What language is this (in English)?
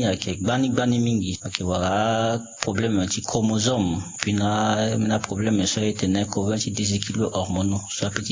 Sango